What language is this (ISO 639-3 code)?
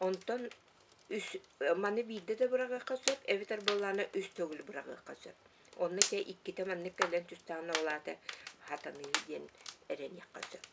sah